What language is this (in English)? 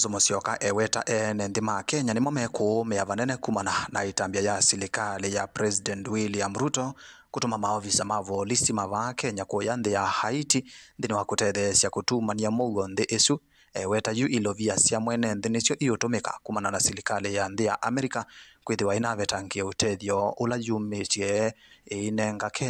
Kamba